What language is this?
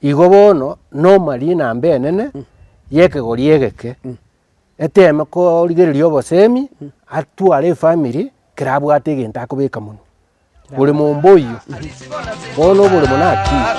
Gusii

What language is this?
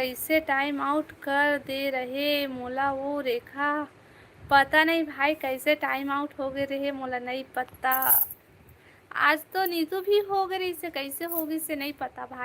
Chhattisgarhi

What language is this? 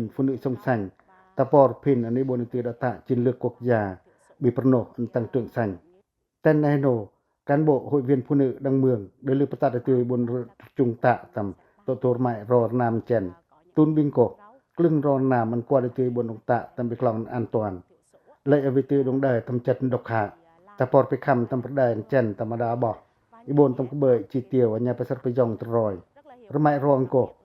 Pacoh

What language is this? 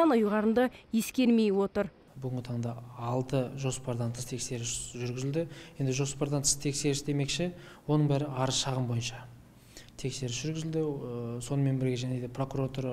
Kazakh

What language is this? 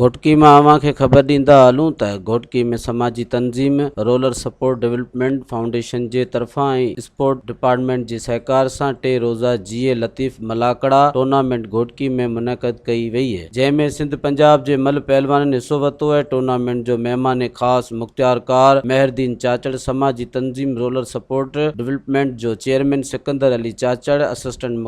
Sindhi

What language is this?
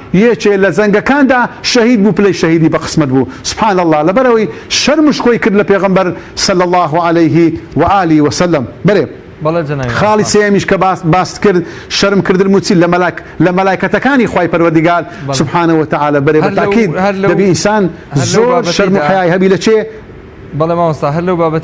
Central Kurdish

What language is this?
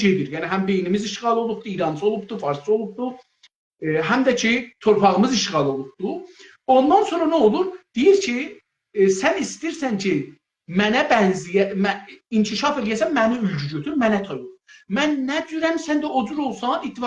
South Azerbaijani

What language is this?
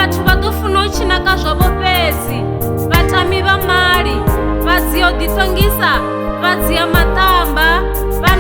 Venda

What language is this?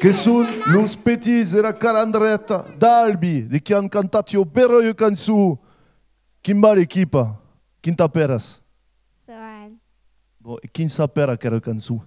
Occitan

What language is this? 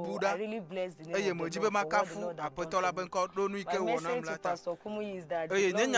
Ewe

